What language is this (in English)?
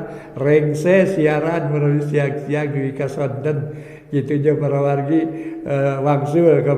Sundanese